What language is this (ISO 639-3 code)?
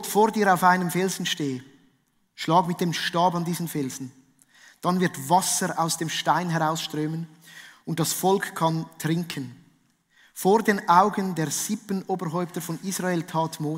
gsw